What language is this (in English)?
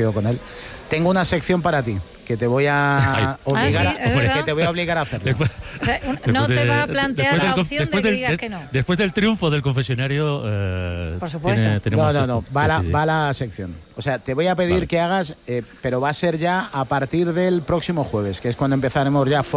Spanish